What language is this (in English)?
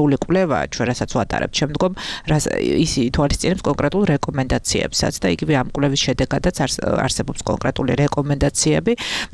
Georgian